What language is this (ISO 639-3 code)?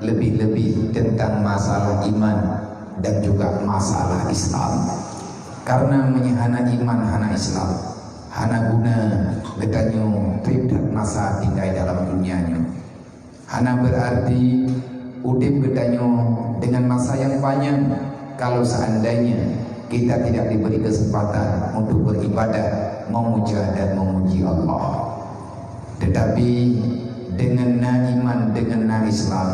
ace